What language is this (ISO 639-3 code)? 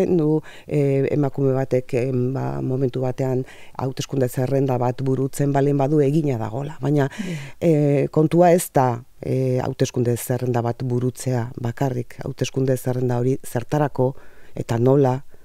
eus